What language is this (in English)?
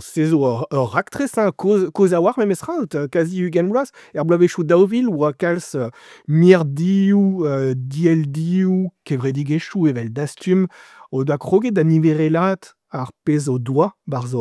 Breton